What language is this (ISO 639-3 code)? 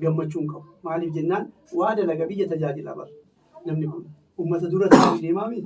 orm